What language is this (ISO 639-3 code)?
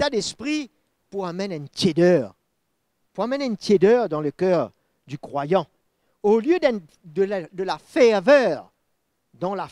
mfe